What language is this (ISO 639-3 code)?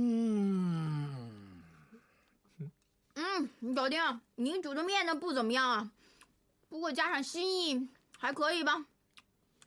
zho